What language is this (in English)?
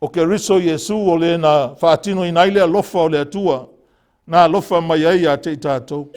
Samoan